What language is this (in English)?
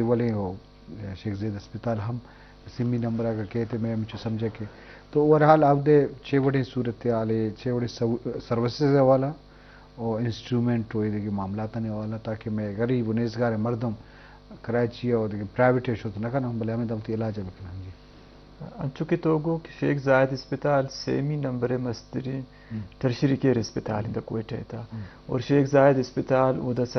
Eastern Balochi